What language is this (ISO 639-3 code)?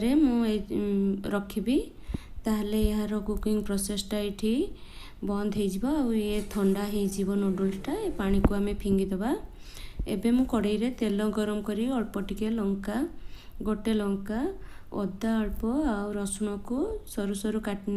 ori